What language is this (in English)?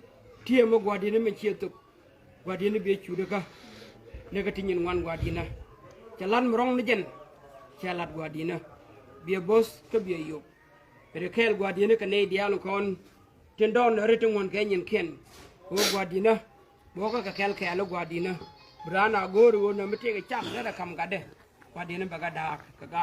Nuer